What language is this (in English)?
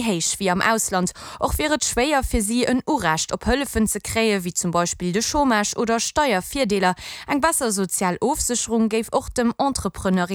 Luxembourgish